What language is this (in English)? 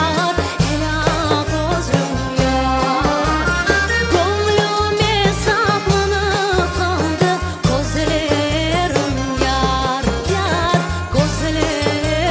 Crimean Tatar